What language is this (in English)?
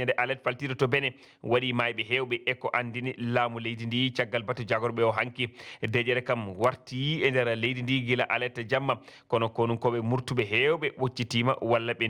Fula